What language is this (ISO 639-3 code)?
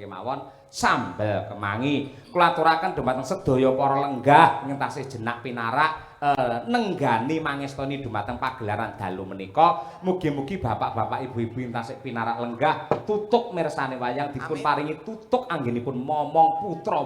jav